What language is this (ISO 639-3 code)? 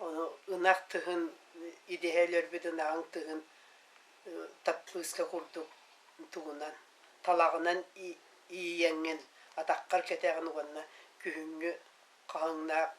sah